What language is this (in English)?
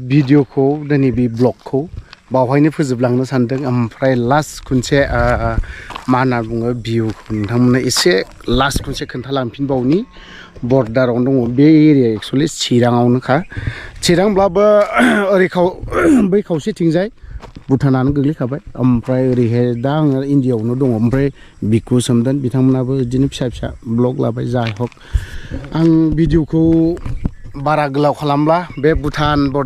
Bodo